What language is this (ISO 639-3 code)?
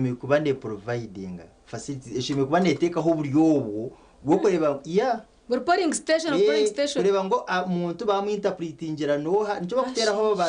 nyn